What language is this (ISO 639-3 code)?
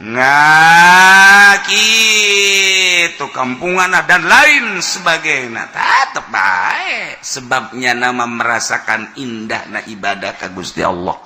sun